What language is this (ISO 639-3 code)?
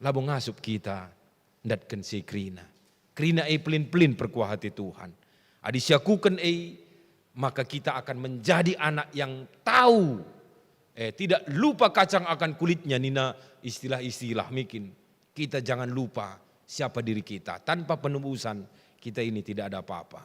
btx